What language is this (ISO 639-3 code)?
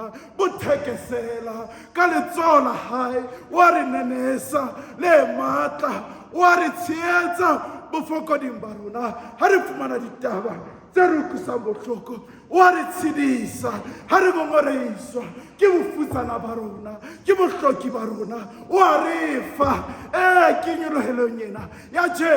sot